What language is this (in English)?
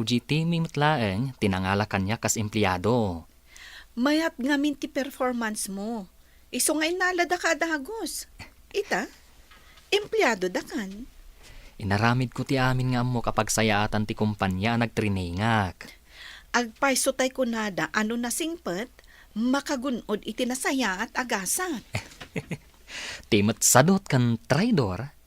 Iloko